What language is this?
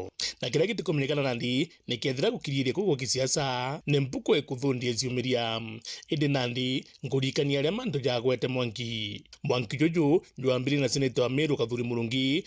Meru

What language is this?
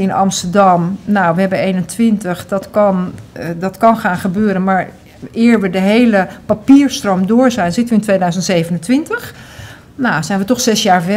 Dutch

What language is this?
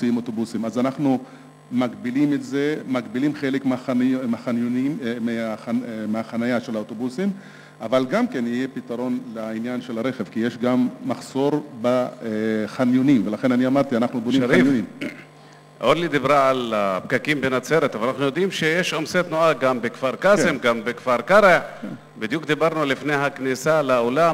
Hebrew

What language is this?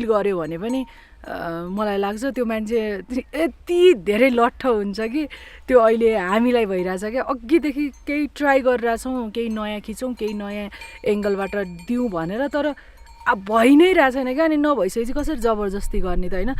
Nepali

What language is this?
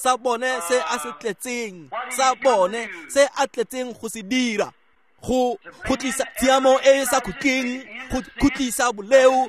Tswana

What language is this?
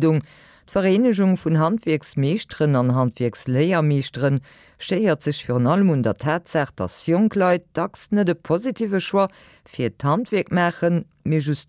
Luxembourgish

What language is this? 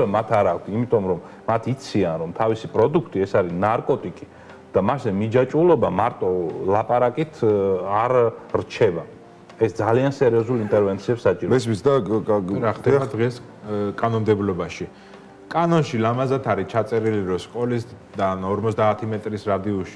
Georgian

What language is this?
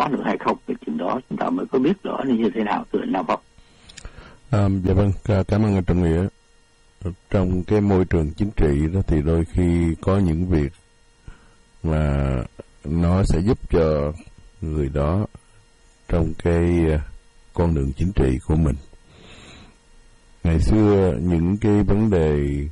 Vietnamese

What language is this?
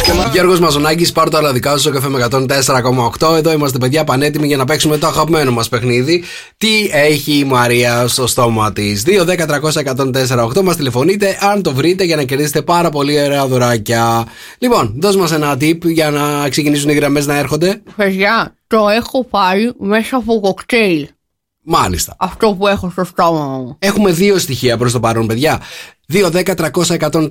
Greek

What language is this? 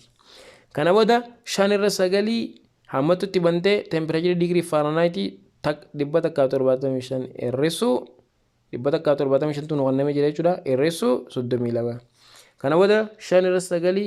Oromo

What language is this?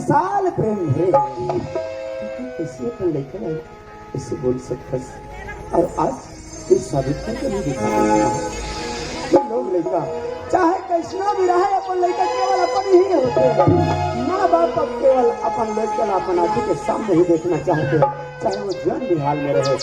Chhattisgarhi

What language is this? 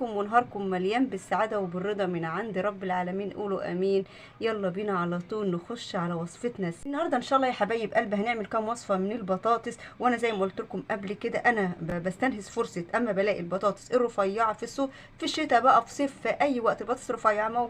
Egyptian Arabic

